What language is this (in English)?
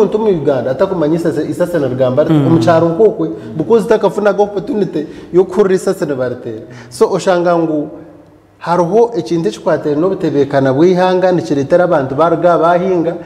Nyankole